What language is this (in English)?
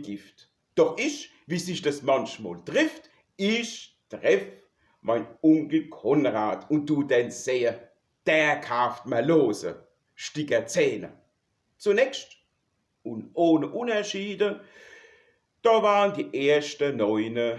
Palatine German